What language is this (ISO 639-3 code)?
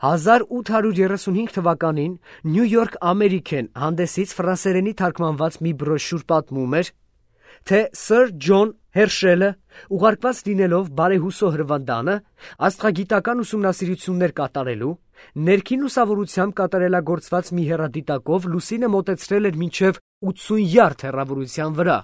hye